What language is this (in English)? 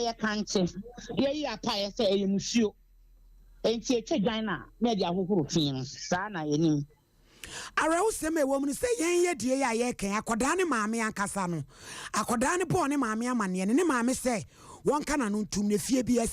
Akan